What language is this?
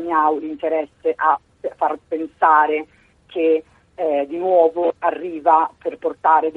Italian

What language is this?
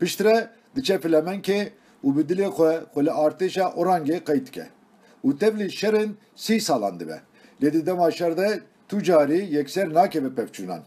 Kurdish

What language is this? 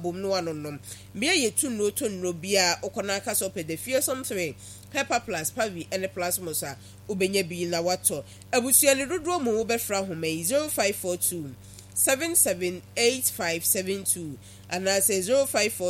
Akan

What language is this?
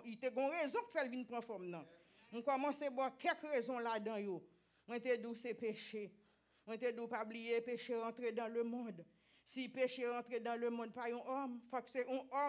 Haitian Creole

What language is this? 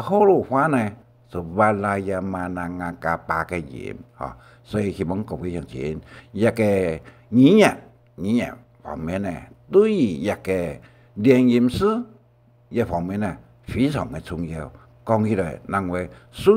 Hakka Chinese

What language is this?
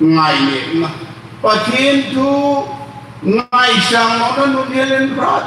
Hmar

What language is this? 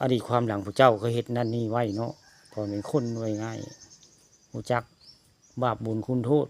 Northeastern Thai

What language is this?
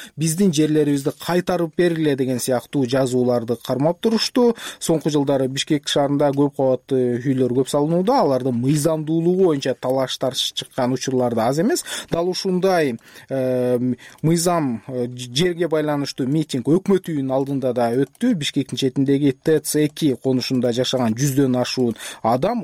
Kyrgyz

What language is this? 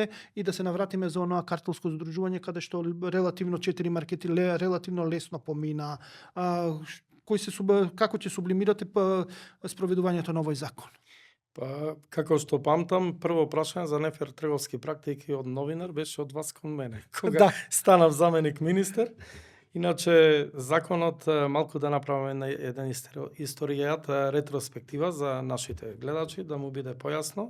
Macedonian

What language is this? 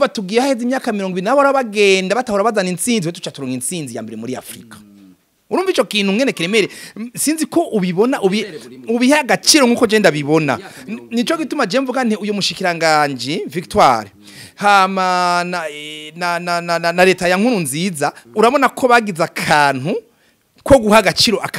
Rundi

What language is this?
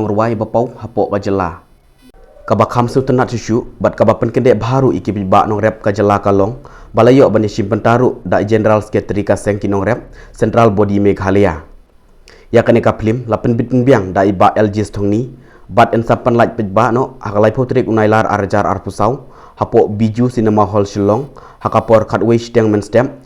Khasi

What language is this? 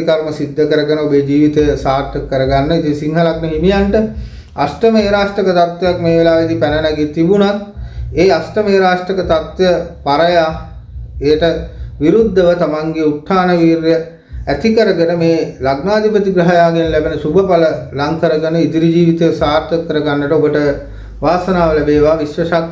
Sinhala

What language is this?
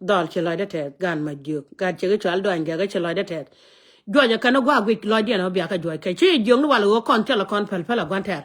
Nuer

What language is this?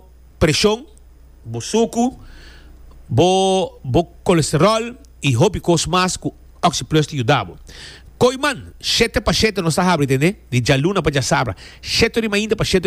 Papiamento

